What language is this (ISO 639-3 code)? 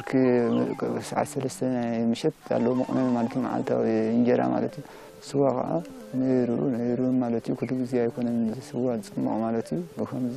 tir